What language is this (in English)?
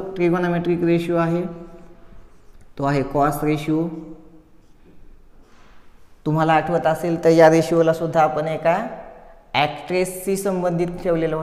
Marathi